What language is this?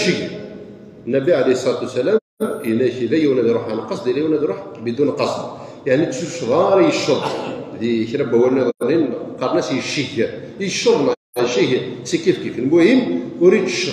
Kabyle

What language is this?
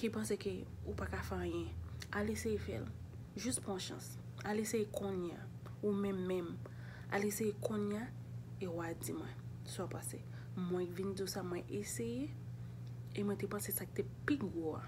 Haitian Creole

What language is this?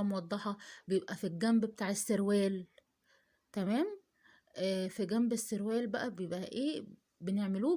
Egyptian Arabic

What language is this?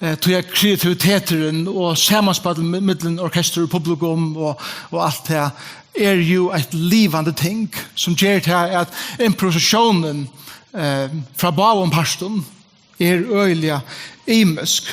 Faroese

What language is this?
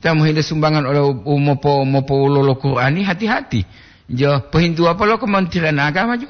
Gorontalo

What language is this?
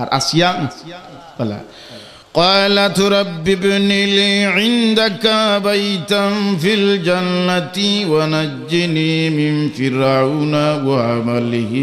Sylheti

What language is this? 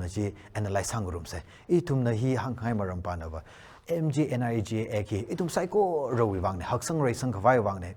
Tangkhul Naga (India)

